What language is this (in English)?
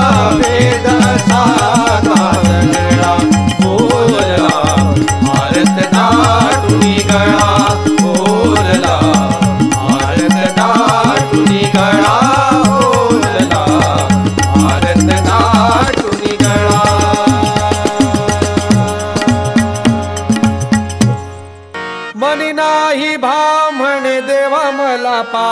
Marathi